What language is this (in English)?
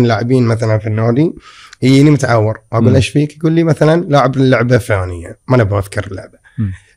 Gulf Arabic